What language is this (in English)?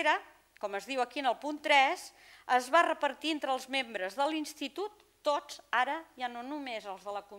Catalan